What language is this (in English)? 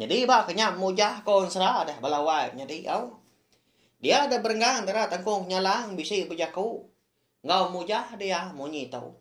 Iban